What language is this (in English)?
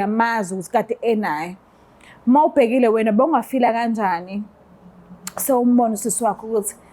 Zulu